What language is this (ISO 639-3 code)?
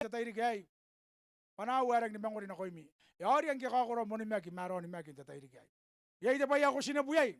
gil